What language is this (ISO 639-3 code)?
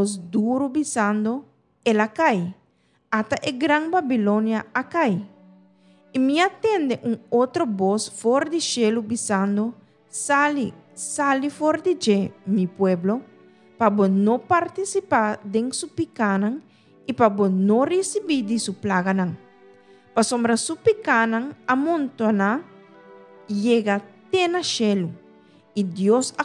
pap